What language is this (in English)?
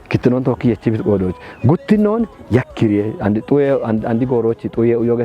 Kafa